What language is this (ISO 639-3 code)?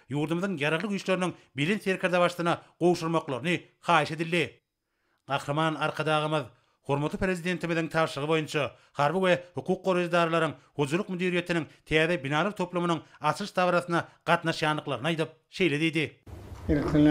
tuk